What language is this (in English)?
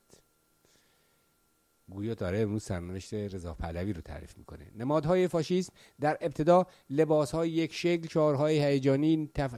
Persian